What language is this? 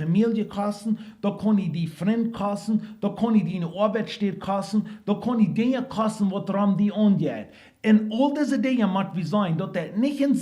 Plautdietsch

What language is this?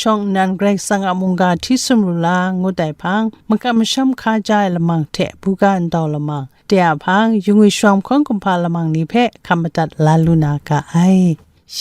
Kachin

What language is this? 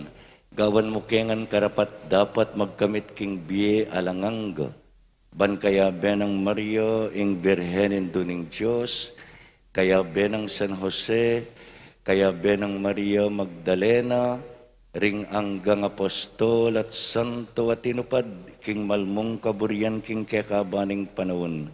Pampanga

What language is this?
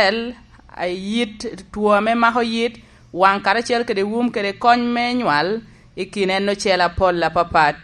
Lango (Uganda)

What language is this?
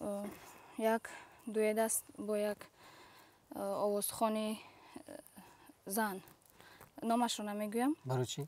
Tajik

